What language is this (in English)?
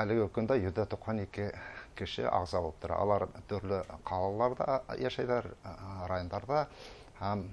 Bashkir